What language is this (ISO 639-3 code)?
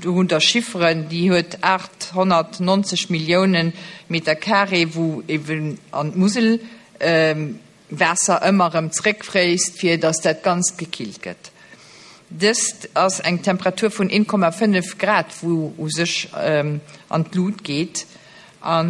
ltz